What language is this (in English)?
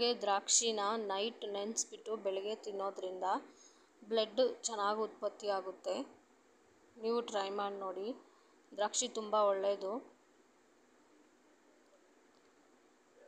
Kannada